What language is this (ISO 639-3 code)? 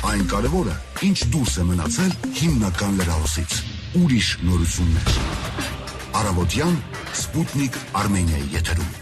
hye